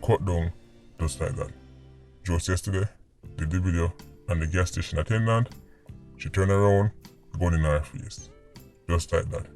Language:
Jamaican Creole English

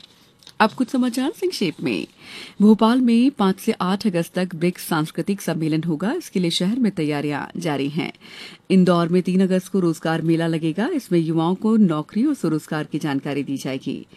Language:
Hindi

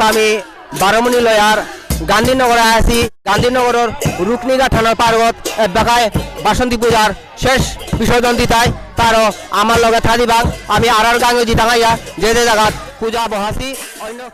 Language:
Bishnupriya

